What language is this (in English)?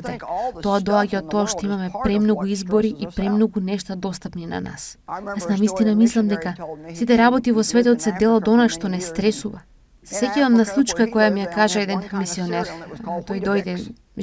Macedonian